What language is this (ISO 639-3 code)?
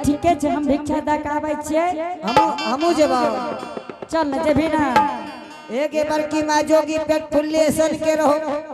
anp